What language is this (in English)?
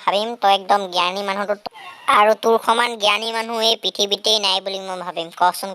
Assamese